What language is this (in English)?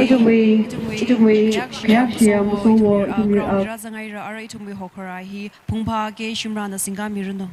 Tangkhul Naga (India)